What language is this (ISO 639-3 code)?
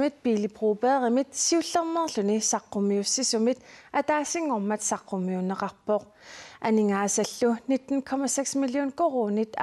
kal